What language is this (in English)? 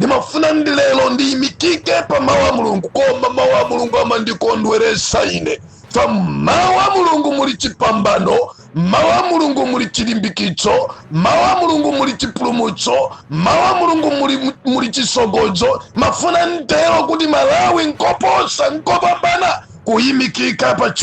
Nyanja